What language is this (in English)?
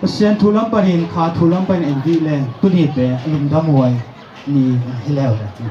Tedim Chin